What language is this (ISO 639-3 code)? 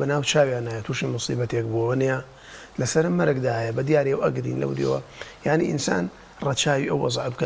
ckb